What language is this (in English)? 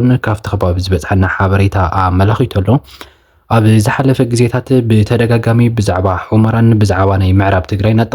Tigrinya